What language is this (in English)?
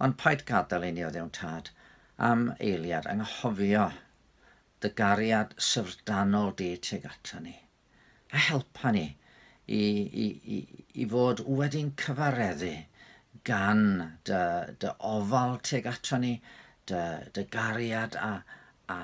Welsh